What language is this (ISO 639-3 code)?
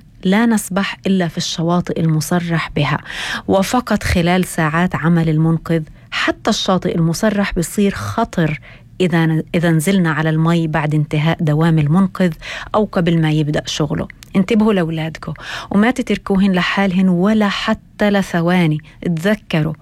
apc